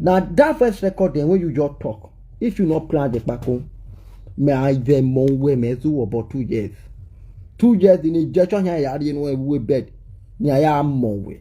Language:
Nigerian Pidgin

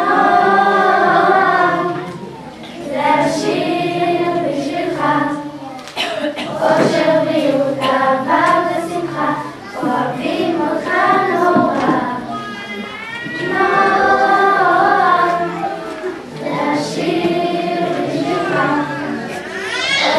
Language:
Hebrew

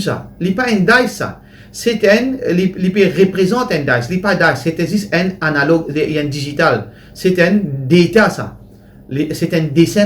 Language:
Morisyen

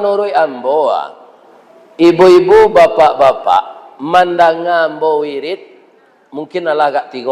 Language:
Minangkabau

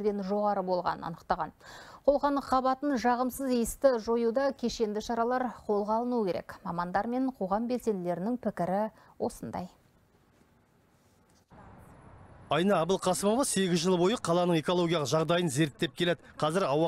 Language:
Kazakh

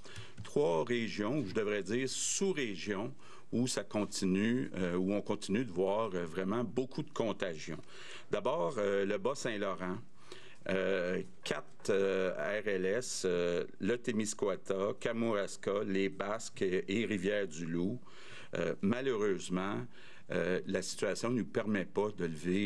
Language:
French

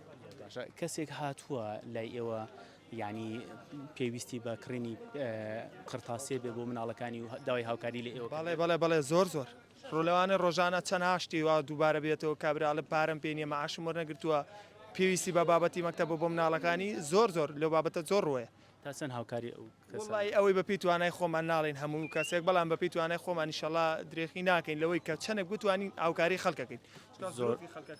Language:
Central Kurdish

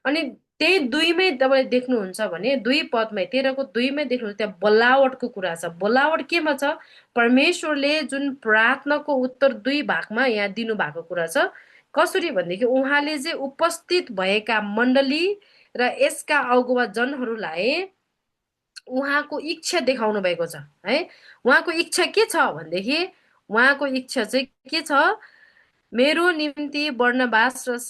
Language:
Nepali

